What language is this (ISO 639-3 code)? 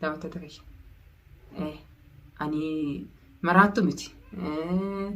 orm